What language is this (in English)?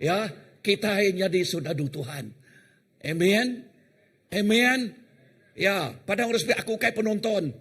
Iban